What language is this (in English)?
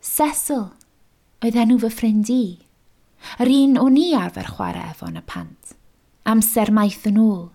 Welsh